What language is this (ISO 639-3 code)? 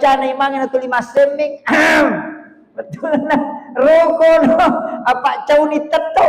bug